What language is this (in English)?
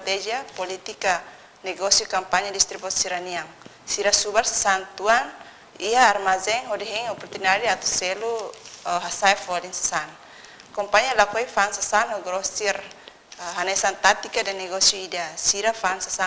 Tetum